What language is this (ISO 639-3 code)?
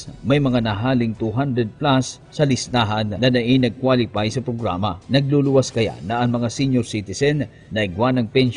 bik